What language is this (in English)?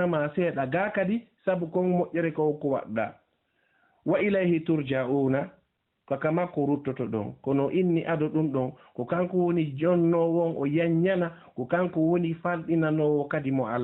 Fula